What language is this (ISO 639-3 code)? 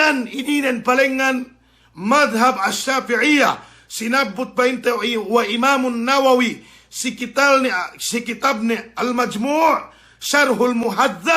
yka